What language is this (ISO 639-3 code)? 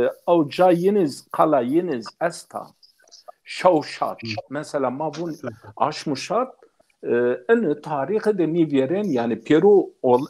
zza